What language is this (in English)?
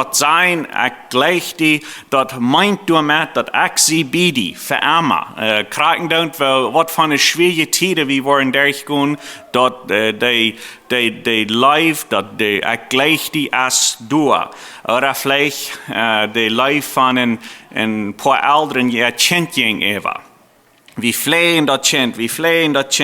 Plautdietsch